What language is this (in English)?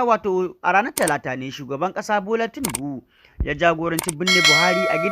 Hausa